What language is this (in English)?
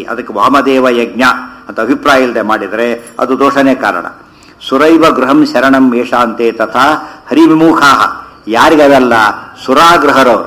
Kannada